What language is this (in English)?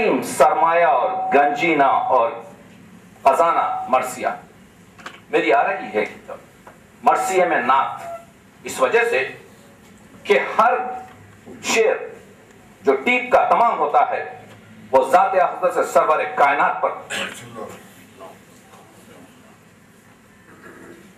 Urdu